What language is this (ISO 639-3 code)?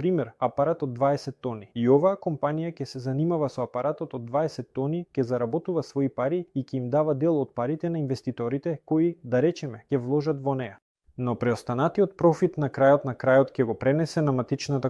mkd